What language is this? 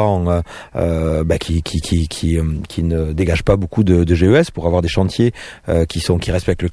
French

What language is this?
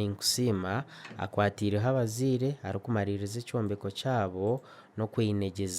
Nyankole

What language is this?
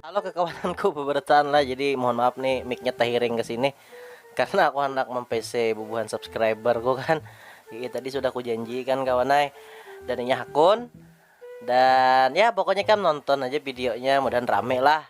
Banjar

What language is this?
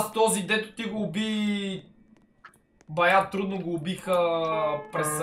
Bulgarian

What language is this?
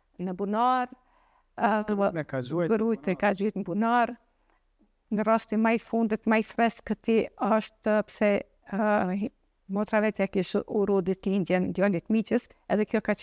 Albanian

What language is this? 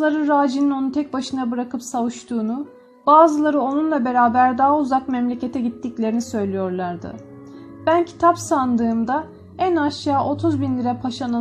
Turkish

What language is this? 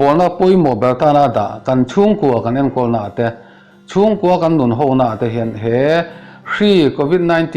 Mizo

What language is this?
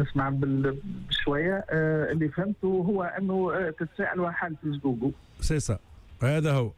Tunisian Arabic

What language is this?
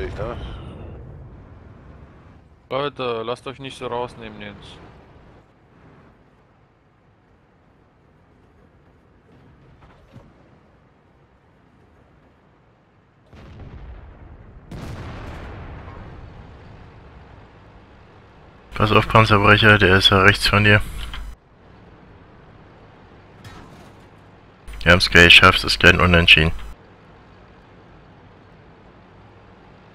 German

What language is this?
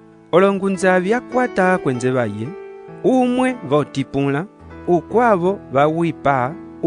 Umbundu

